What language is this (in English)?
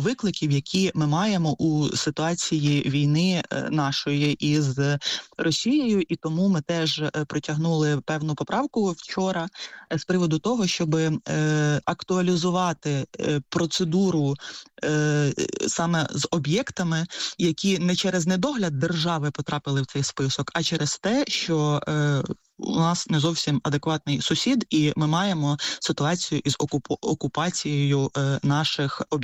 Ukrainian